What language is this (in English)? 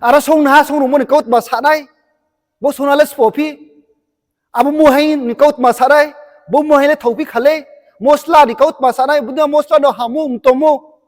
Riang (India)